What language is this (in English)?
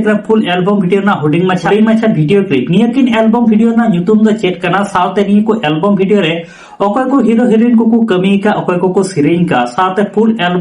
Santali